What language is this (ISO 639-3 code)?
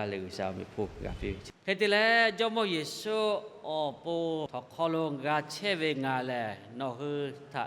lhu